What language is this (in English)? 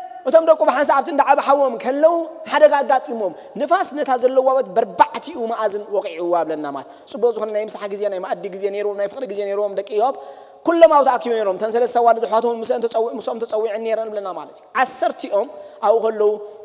Tigrinya